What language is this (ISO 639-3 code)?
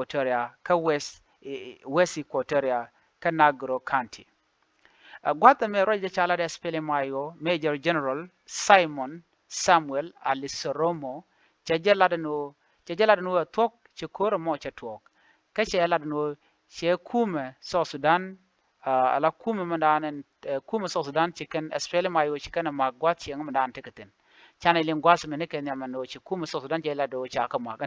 nus